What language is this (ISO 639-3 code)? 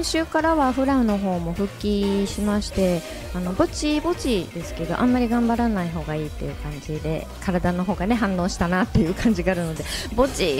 jpn